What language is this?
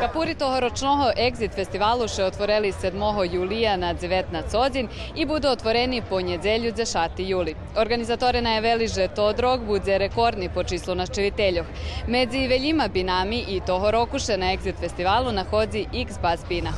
Rusyn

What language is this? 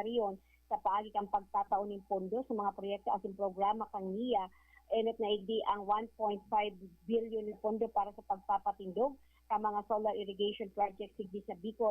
Bikol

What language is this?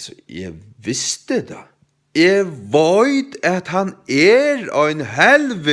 Faroese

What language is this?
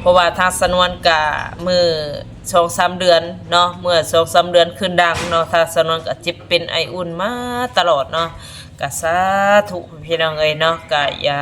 Northeastern Thai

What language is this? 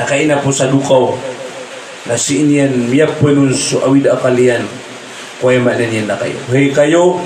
Maranao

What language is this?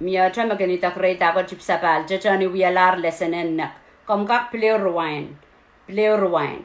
Pohnpeian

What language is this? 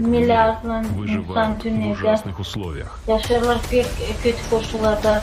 Gagauz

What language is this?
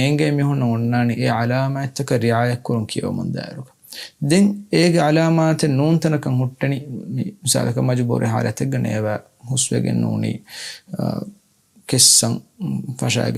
Divehi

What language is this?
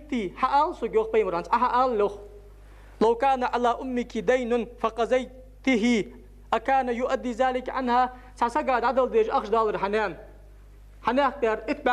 Ingush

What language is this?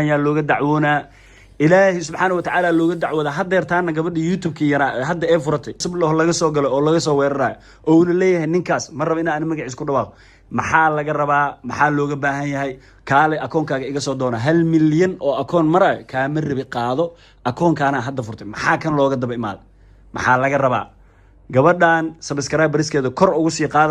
Somali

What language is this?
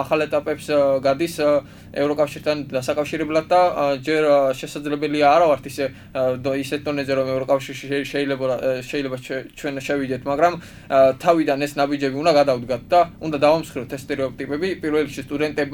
Georgian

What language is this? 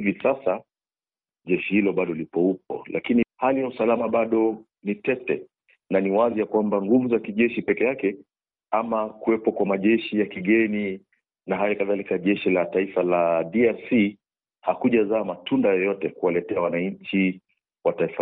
Swahili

